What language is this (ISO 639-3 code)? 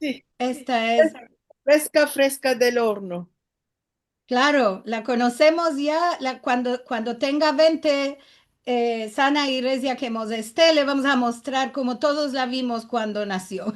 lad